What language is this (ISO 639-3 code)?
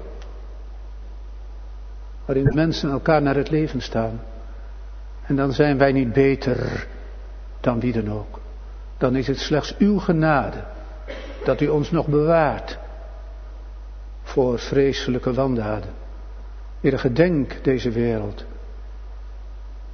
nld